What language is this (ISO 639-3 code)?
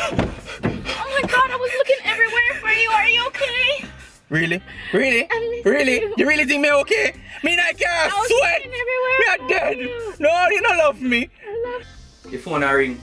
jam